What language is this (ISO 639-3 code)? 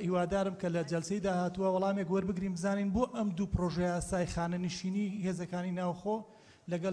ckb